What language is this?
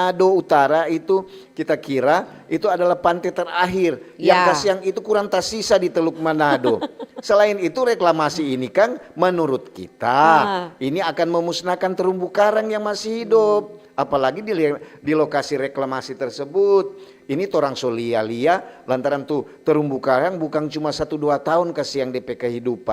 Manado Malay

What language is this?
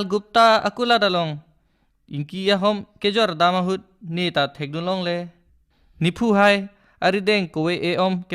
Karbi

